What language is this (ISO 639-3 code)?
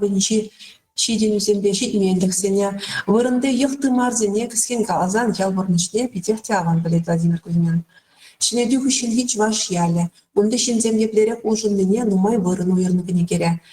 chv